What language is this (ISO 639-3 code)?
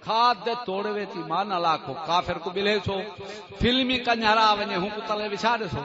skr